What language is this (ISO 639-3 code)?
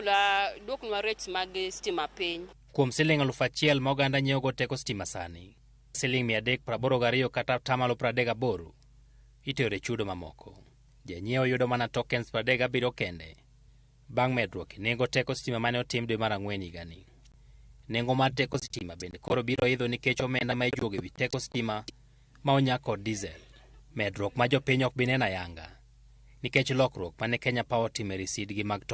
luo